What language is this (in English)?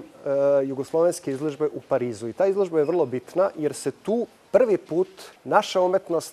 Serbian